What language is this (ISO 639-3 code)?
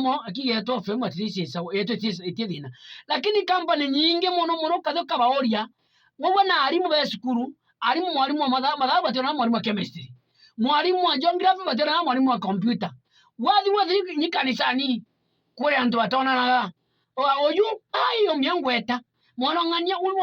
mer